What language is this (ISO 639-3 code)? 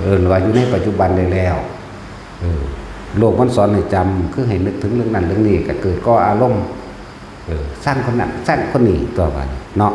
tts